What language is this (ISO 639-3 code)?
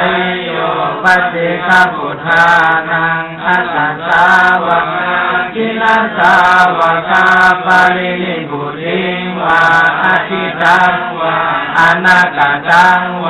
pli